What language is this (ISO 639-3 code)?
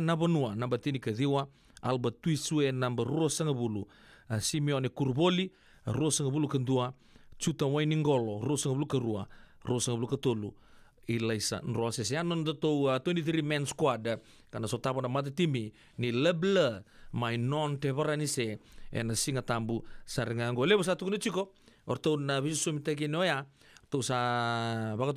fij